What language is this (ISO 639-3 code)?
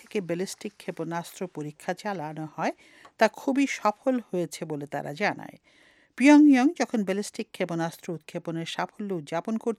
ben